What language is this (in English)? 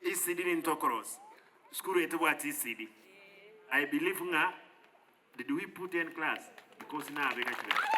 Gusii